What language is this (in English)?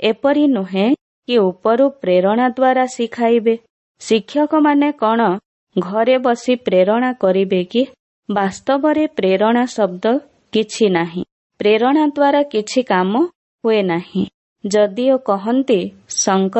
Odia